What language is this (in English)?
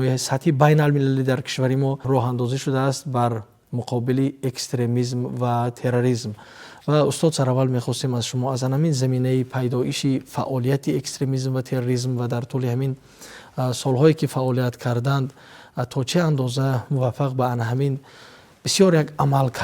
Tajik